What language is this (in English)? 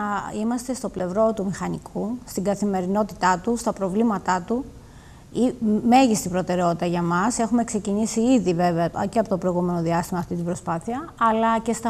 Greek